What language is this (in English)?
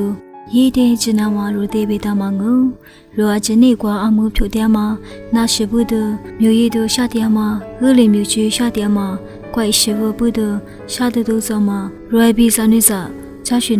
Lisu